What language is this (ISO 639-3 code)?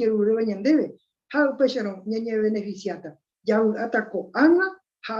grn